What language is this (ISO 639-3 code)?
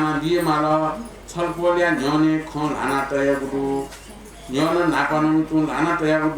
new